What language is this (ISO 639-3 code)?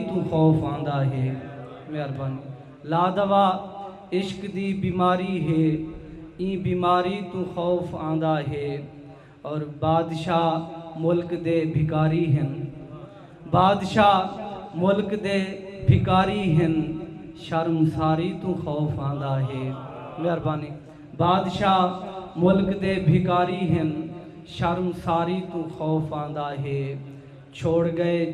skr